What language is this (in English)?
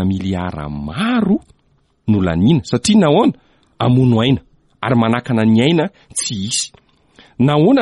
Malagasy